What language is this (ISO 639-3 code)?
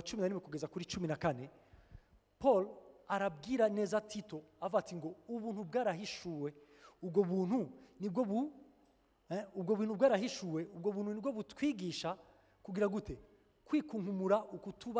run